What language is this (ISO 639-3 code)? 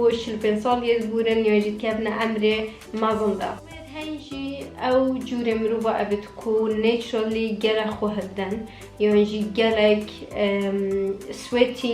kur